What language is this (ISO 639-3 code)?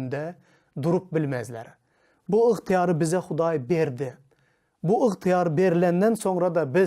tuk